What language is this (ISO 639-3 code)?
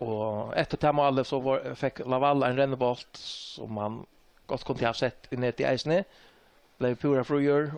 fao